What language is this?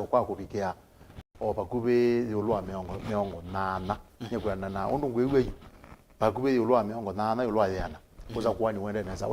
Kamba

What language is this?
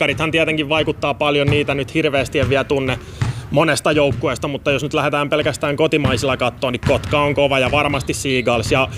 Finnish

